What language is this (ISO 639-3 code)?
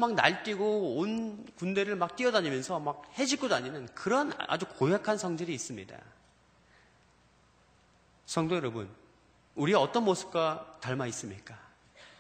kor